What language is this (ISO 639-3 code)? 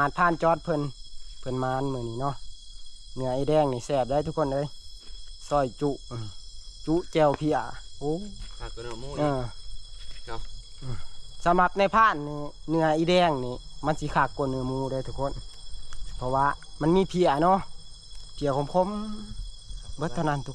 tts